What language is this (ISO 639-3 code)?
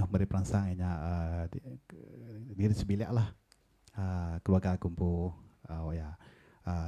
iba